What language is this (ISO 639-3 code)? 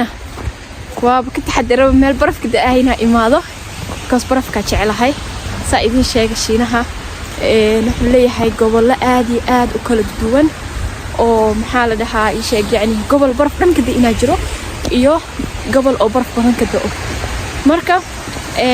som